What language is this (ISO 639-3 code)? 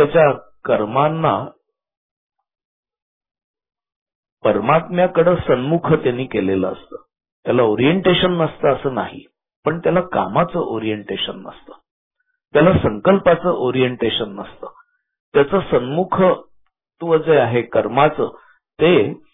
mar